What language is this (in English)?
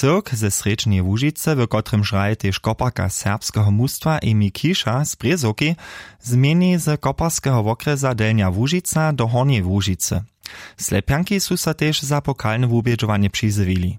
Upper Sorbian